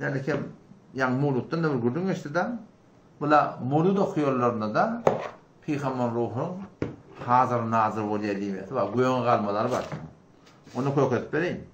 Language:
Turkmen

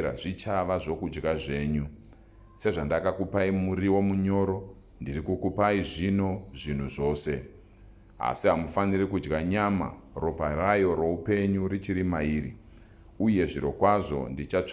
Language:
Shona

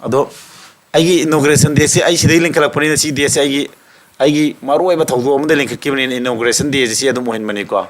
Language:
Manipuri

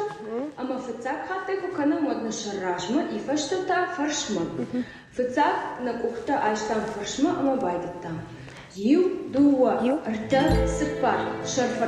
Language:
Ossetic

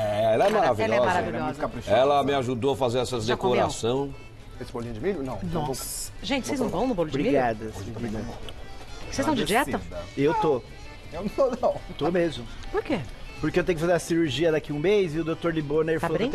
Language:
Portuguese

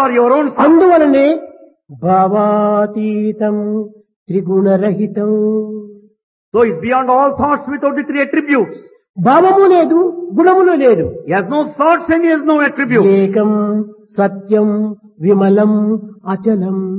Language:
Telugu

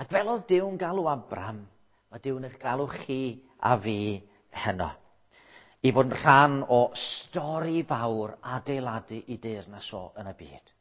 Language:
Welsh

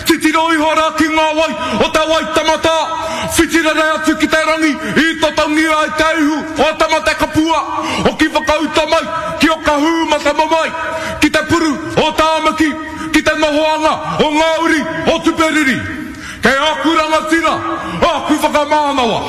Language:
Māori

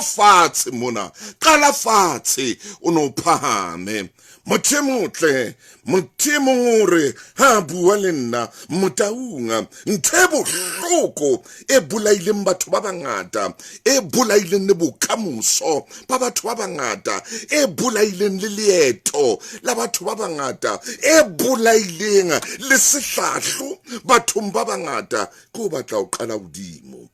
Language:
Southern Sotho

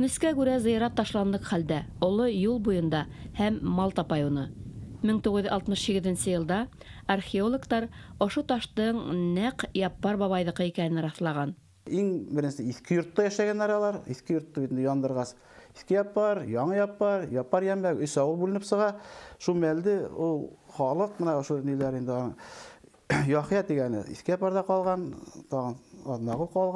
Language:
Bashkir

